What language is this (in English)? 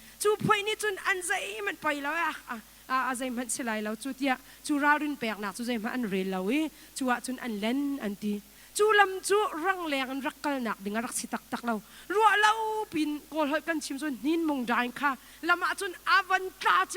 Hakha Chin